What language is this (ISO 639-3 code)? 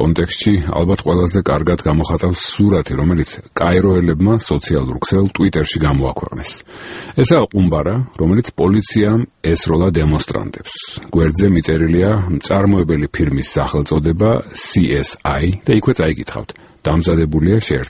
kat